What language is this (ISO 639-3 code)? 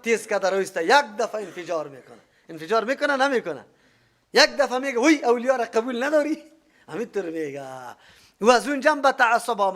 fas